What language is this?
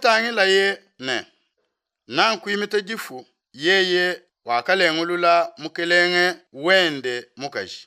Luba-Lulua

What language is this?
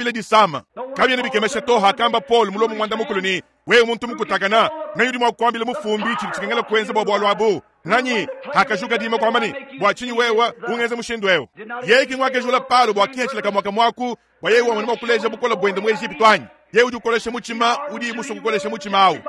Luba-Lulua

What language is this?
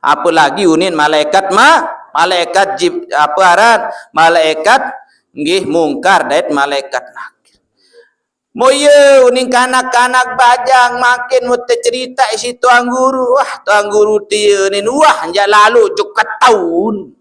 Sasak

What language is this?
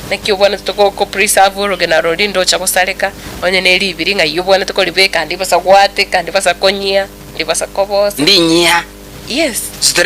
Gusii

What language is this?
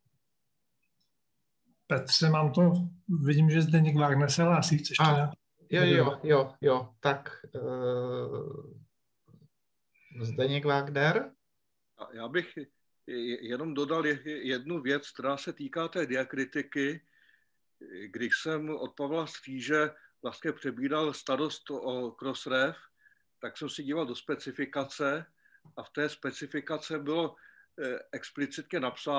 Czech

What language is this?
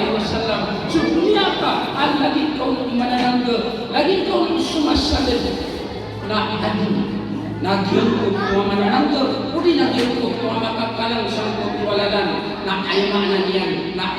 Maranao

